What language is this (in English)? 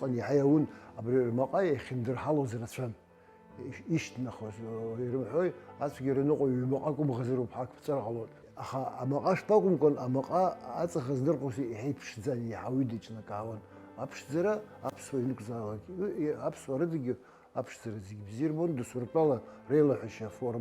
Abkhazian